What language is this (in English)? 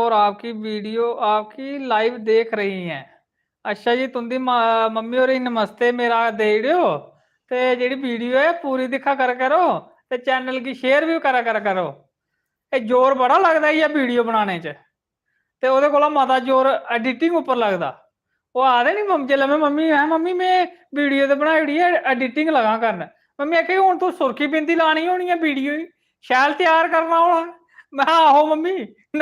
Dogri